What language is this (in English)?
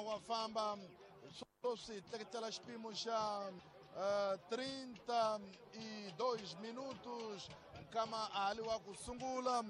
Tsonga